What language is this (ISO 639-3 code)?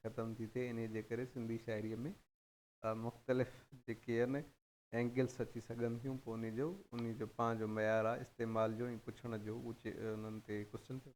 snd